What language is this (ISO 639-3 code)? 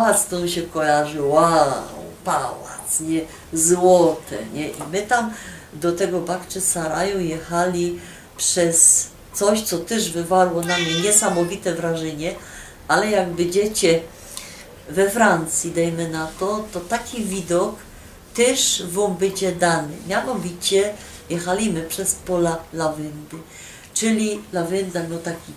szl